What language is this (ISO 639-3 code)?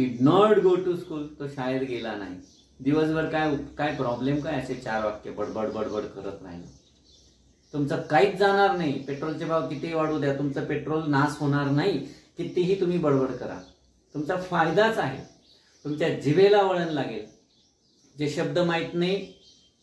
mar